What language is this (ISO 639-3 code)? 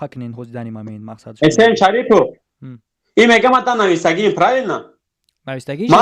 tgk